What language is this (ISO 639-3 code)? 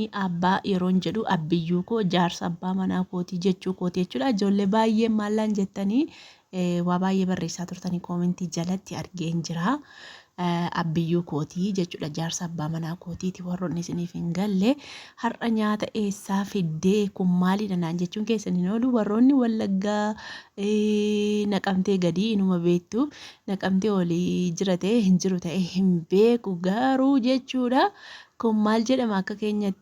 orm